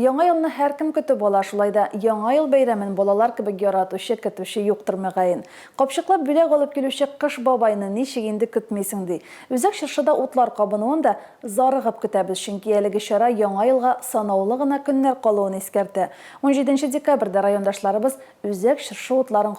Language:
Tatar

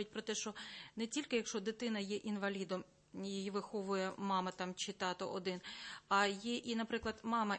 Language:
Ukrainian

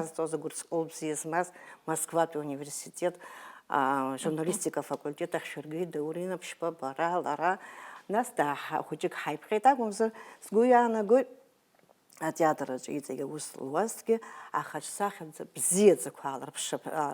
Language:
Abkhazian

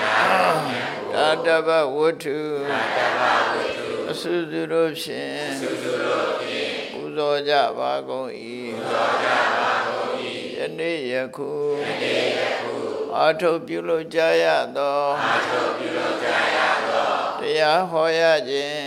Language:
Burmese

